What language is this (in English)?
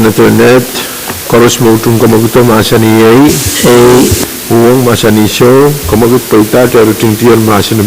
Pohnpeian